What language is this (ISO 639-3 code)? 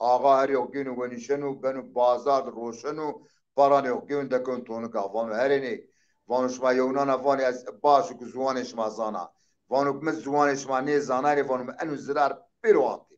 zza